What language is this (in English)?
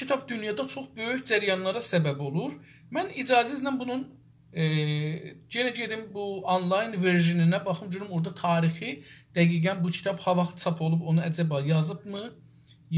South Azerbaijani